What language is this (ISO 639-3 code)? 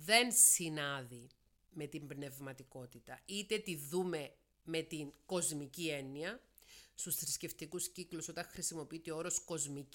ell